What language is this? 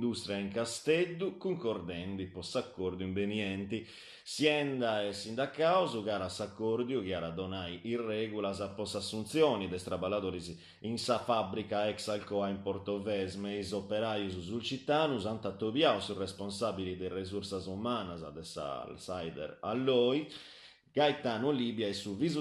Sardinian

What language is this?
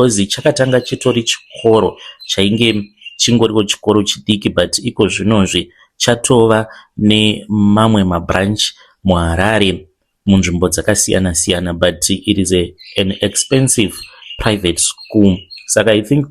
Shona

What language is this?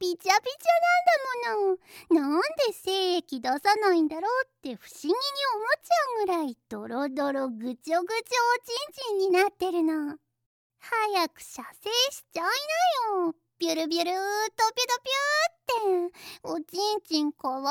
Japanese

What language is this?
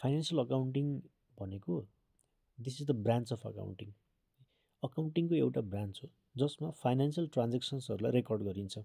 Nepali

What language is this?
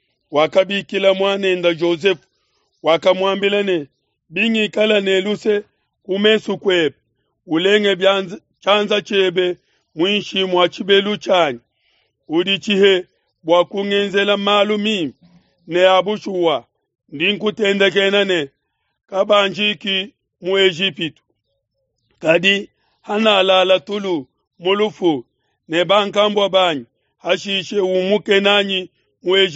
Luba-Lulua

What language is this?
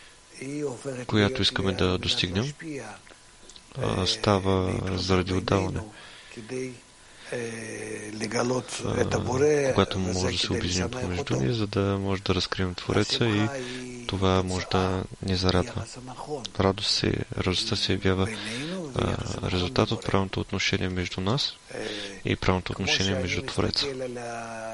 Bulgarian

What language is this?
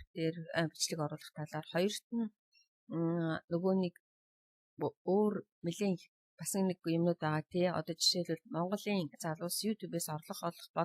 Mongolian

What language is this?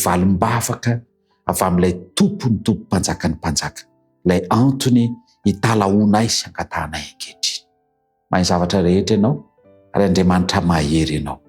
Malagasy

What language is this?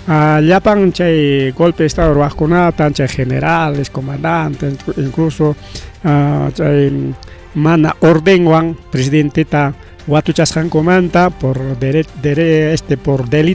Ayacucho Quechua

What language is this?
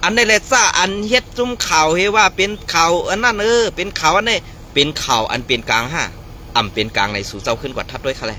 Shan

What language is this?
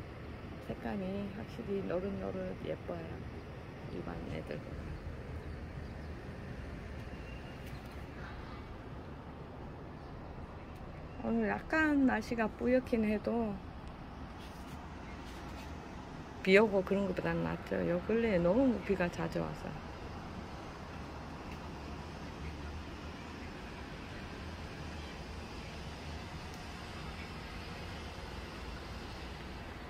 Korean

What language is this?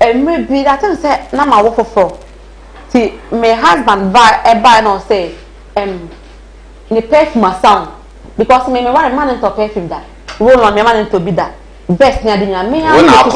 Akan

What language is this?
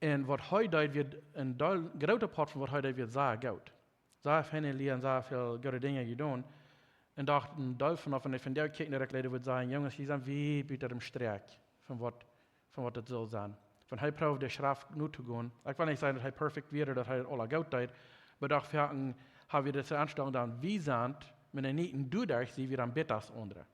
Plautdietsch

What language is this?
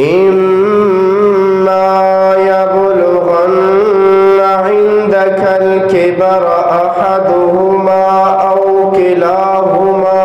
Eastern Balochi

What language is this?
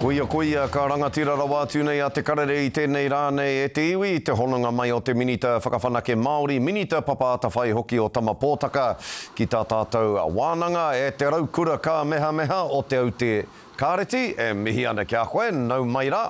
Māori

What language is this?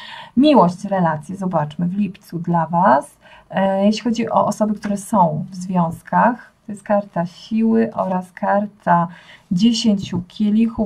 Polish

